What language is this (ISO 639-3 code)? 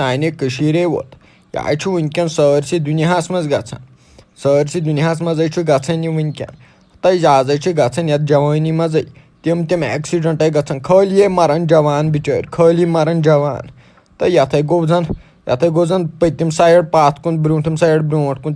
kas